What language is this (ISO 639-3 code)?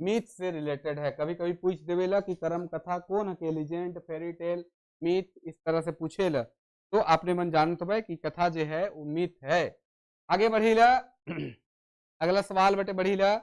sck